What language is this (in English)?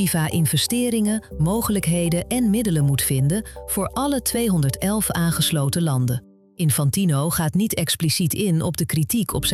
Dutch